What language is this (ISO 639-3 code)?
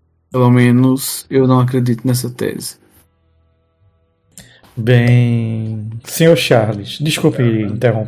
por